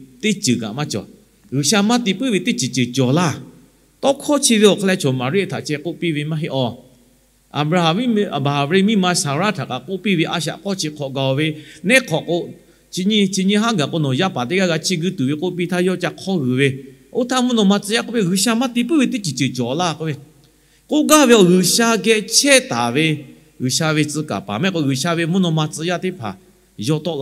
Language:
Lahu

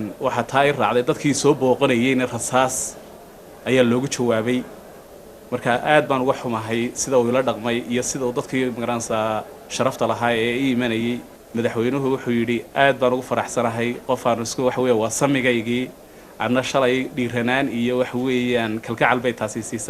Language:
Somali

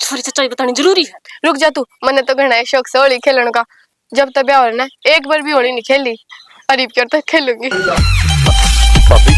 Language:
Haryanvi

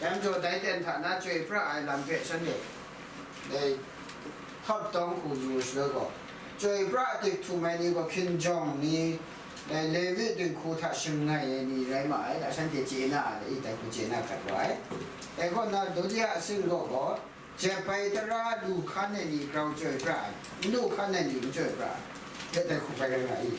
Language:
Kachin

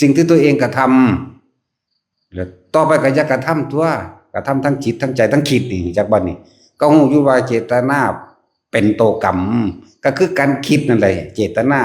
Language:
Northeastern Thai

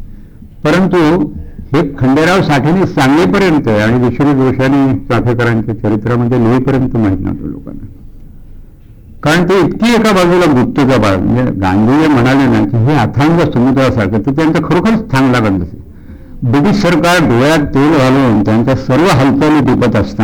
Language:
Marathi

